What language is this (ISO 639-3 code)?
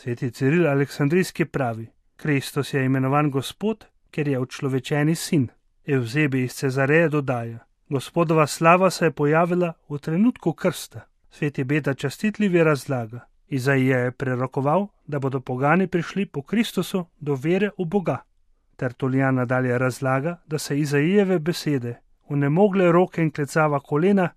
slv